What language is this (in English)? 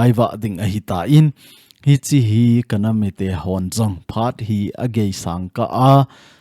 Thado Chin